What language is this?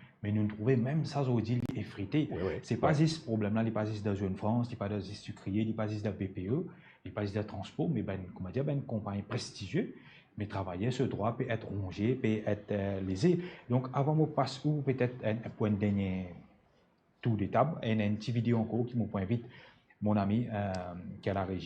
Morisyen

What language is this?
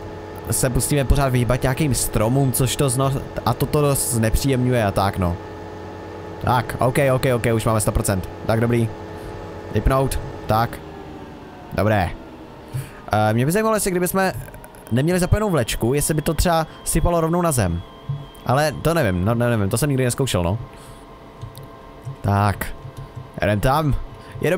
Czech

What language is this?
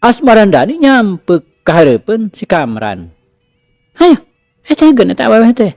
Sundanese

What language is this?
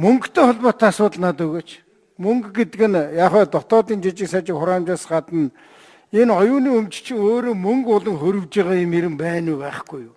Mongolian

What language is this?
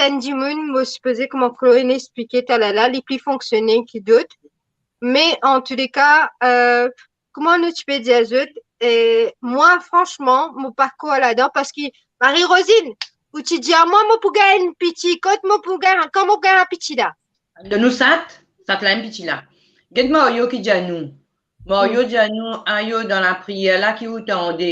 Morisyen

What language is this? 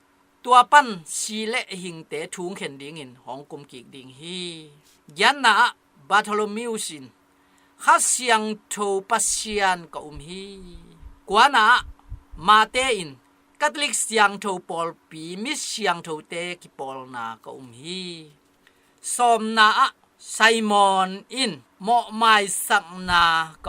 Tedim Chin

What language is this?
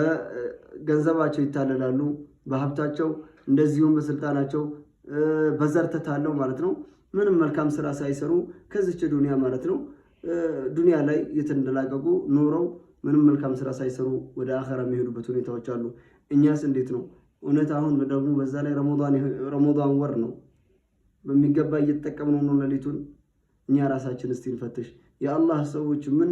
Amharic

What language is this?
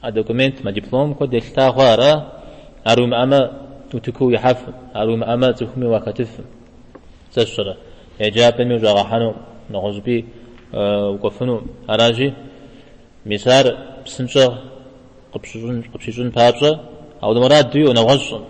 Kabardian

